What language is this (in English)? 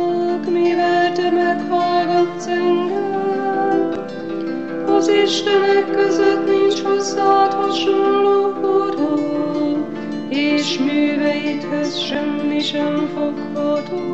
Hungarian